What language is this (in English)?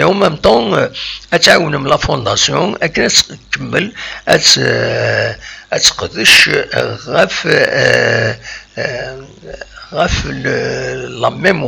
Kabyle